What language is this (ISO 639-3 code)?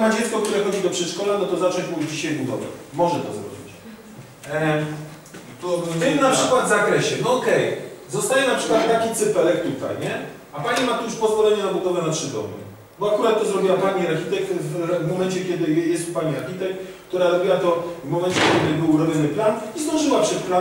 pol